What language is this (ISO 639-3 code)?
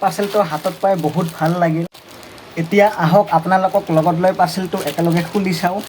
asm